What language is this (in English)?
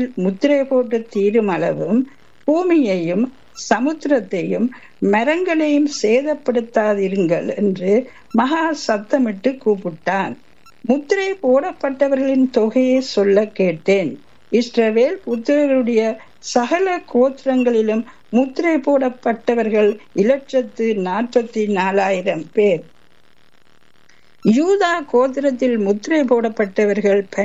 Tamil